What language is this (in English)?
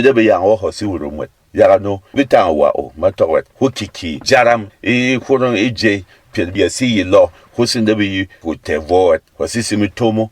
Berom